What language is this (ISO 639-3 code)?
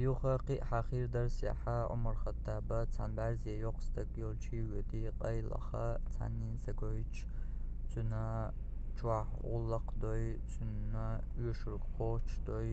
che